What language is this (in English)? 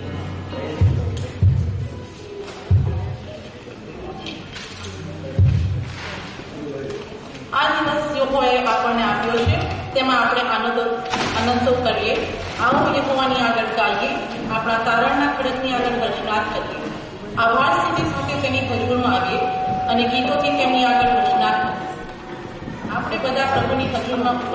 Gujarati